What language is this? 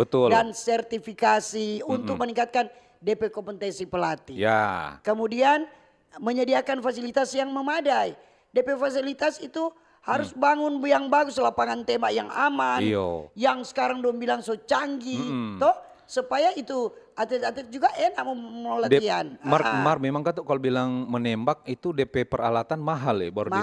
Manado Malay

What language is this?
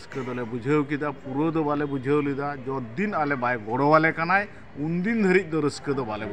Santali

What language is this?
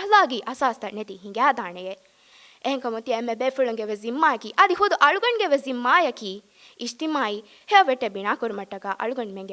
Divehi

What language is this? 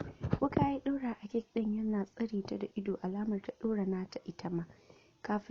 Hausa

